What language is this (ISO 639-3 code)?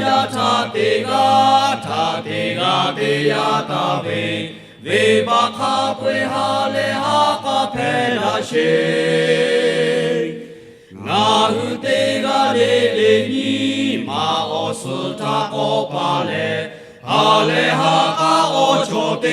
lhu